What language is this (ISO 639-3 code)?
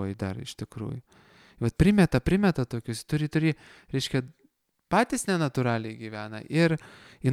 lit